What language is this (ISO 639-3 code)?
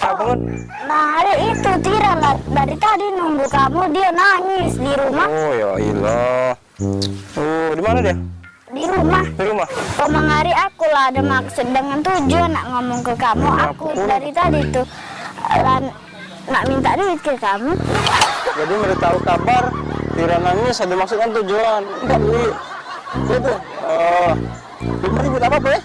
mui